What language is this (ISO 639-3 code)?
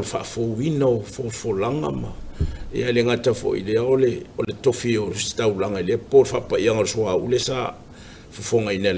smo